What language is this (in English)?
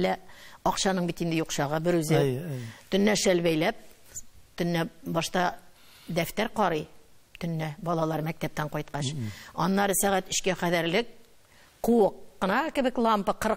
Tatar